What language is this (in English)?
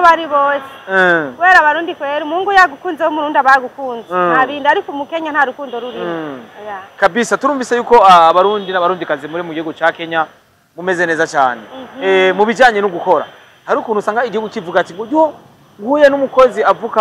Rundi